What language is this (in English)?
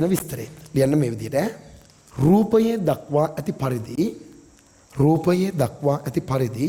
Sinhala